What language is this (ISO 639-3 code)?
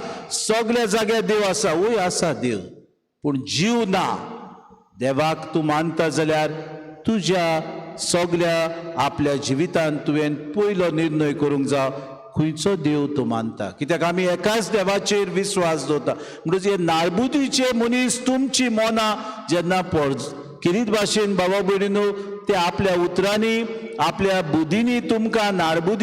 kok